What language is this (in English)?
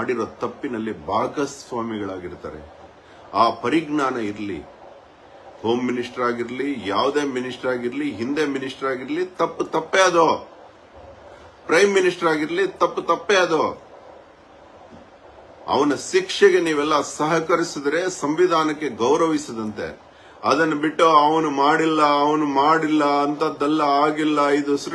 Kannada